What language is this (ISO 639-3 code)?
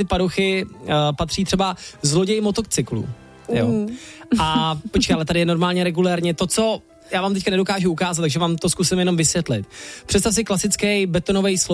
ces